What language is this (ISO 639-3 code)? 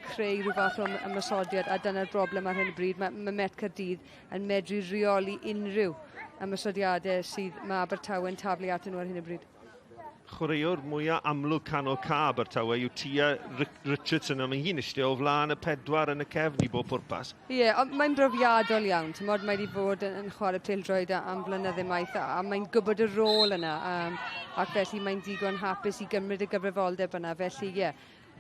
cym